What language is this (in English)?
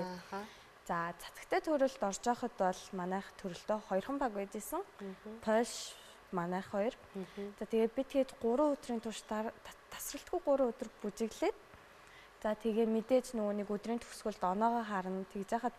Mongolian